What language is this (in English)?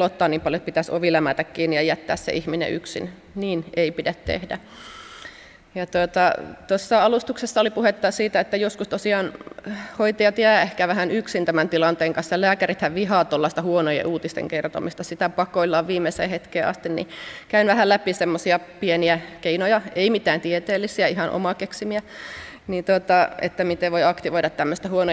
Finnish